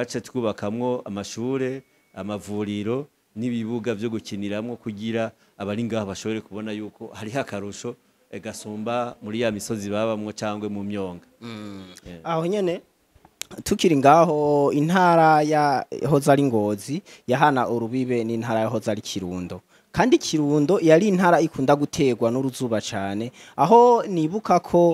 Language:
Rundi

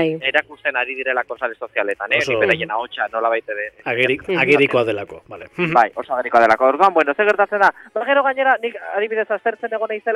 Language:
Basque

